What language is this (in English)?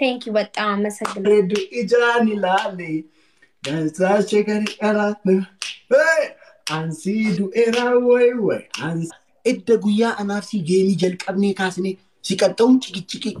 Oromo